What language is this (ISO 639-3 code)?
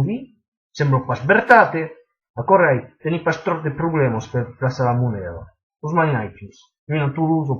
oci